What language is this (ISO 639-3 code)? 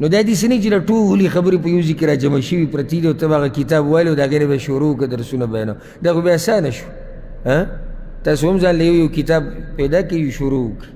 pus